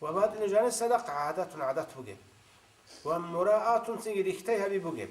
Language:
Avaric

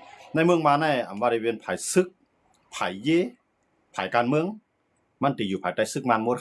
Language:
Shan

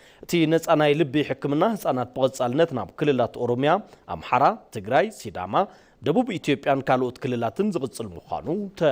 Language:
Tigrinya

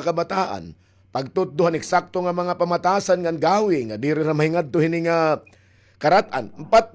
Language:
Waray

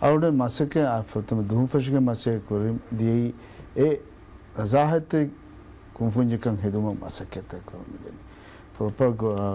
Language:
Divehi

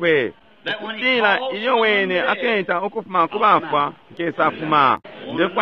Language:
Bemba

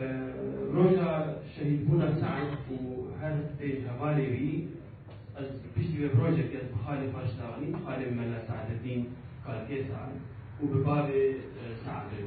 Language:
Kurdish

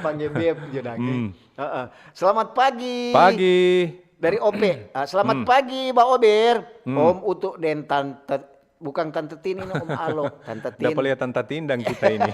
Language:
Manado Malay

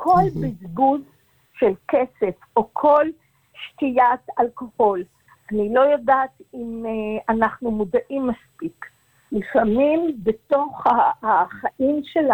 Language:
Hebrew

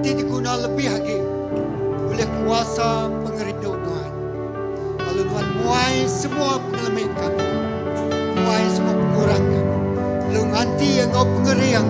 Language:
Iban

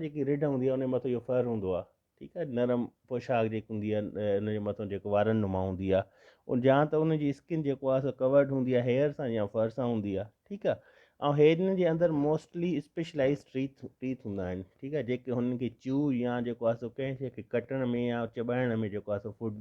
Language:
Sindhi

